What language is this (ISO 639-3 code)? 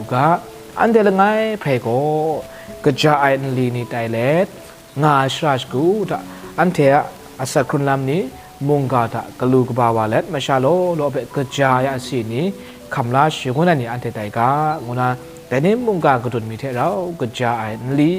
kac